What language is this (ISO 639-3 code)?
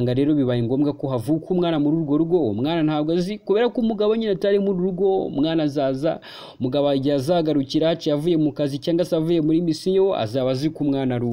kin